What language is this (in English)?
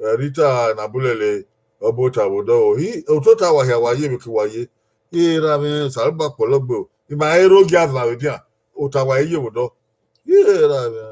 Bini